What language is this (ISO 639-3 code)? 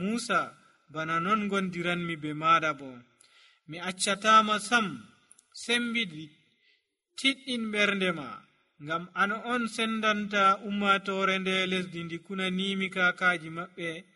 fuv